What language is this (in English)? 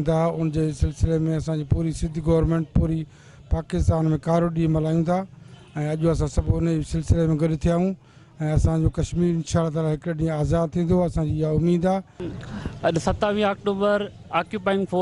Sindhi